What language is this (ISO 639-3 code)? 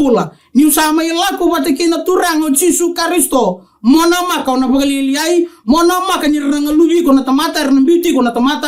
fij